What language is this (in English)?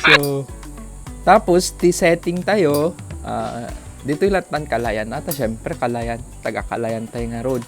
Iloko